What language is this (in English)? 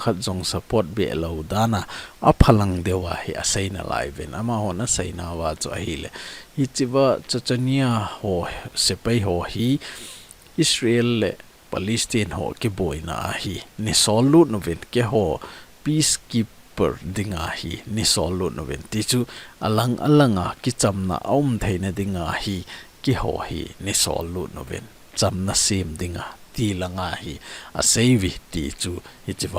Thado Chin